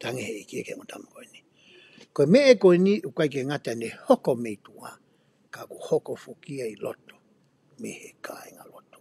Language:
Tongan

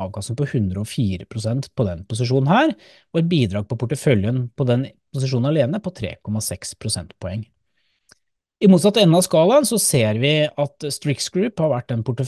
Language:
Norwegian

